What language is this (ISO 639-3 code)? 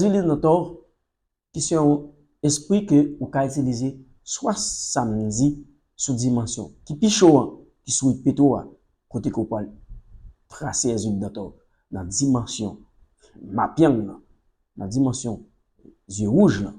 hat